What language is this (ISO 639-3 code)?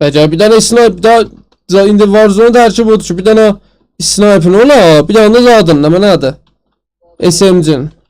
azb